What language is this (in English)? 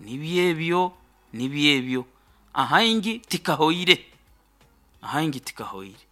Nyoro